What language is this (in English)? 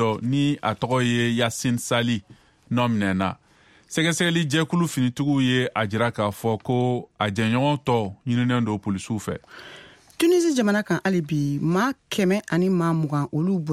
Bambara